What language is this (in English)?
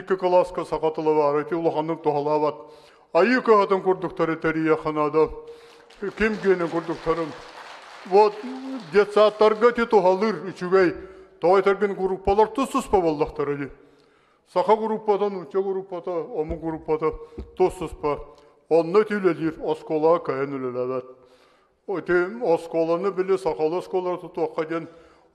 Yakut